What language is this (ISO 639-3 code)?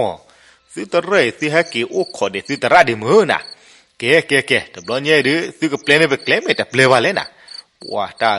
ksw